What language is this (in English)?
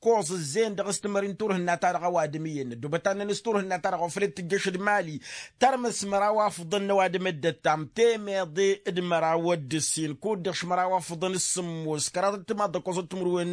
Tamasheq